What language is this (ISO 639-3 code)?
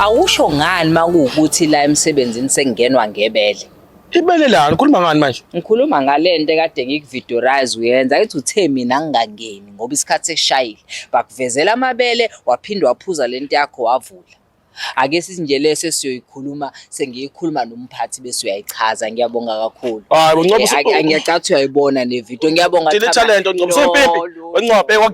zul